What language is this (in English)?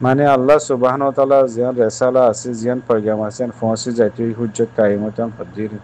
Rohingya